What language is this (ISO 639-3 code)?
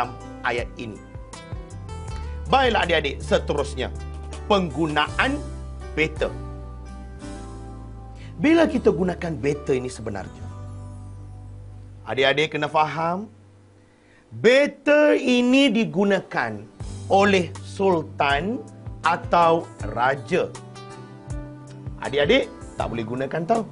msa